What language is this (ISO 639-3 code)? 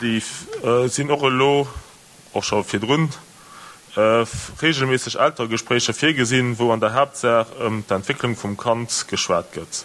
ltz